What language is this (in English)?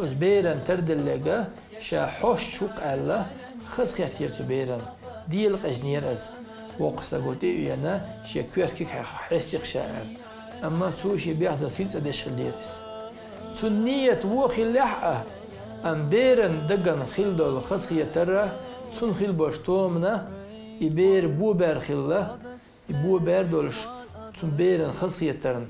Chechen